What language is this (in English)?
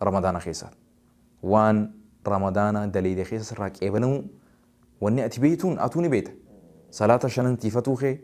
Oromo